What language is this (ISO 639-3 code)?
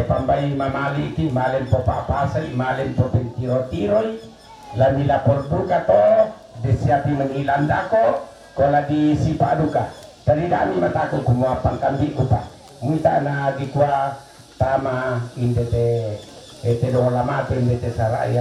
sda